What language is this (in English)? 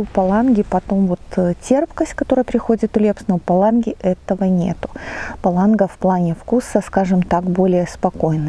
Russian